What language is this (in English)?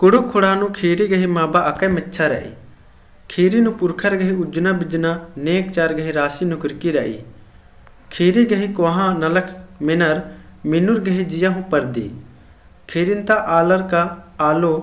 Kurukh